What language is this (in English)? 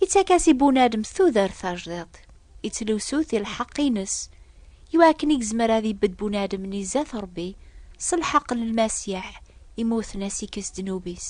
Kabyle